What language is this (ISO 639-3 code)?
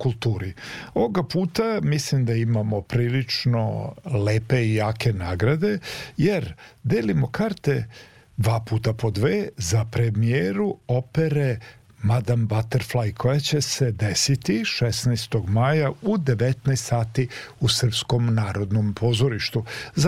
srp